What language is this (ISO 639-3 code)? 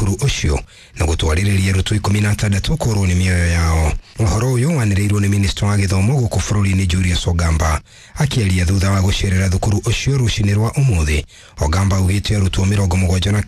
kik